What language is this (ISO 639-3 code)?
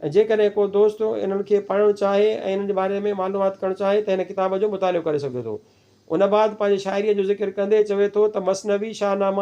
snd